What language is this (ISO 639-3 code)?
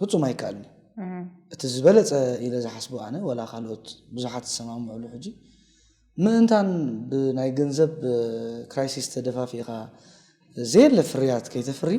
tir